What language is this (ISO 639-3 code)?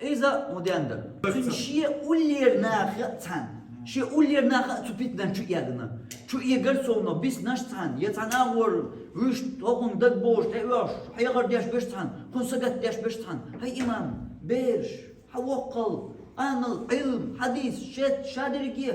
che